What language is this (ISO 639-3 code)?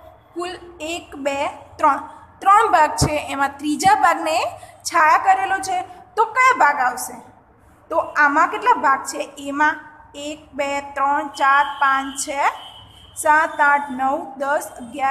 guj